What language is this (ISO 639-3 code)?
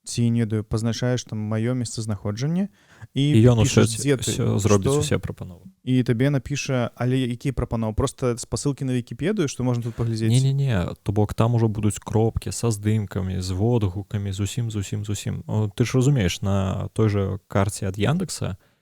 bel